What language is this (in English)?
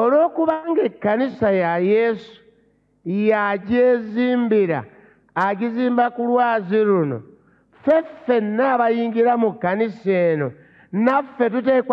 Ganda